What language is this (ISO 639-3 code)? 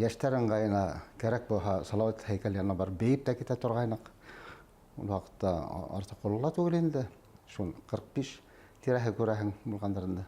bak